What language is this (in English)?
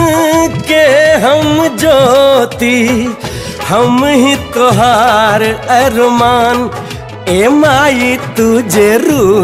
Bhojpuri